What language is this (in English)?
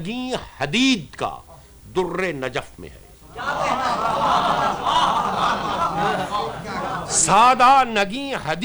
Urdu